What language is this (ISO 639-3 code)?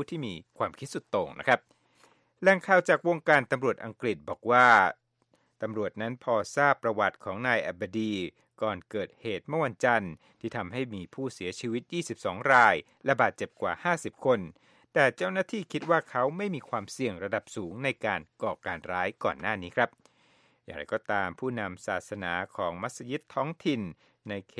tha